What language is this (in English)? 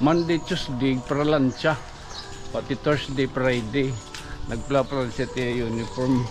Waray